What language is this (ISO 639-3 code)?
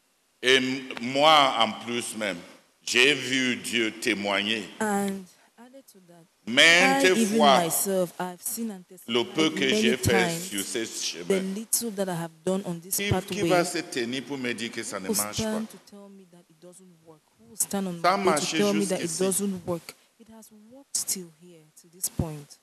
fra